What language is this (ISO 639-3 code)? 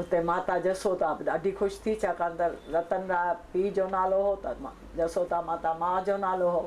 snd